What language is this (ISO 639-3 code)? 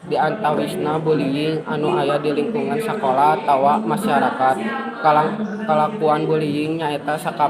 sun